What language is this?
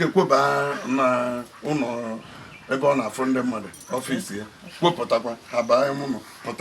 Igbo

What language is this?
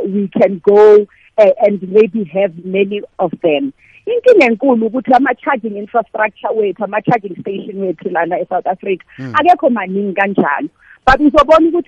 South Ndebele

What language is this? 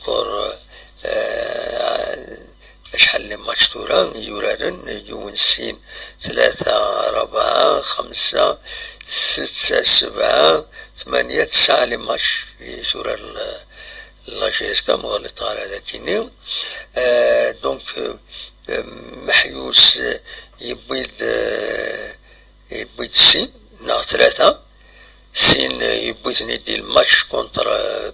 Kabyle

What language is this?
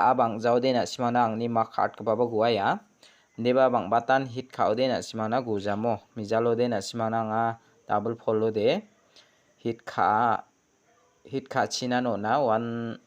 Garo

